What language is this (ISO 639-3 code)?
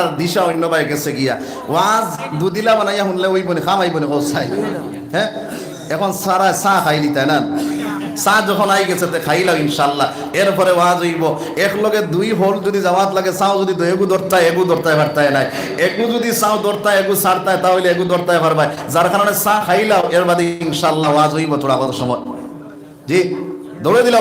syl